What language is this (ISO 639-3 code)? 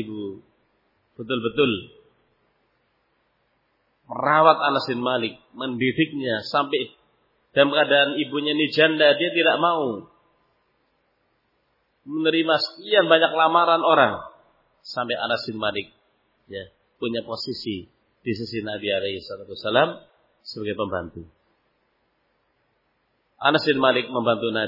ind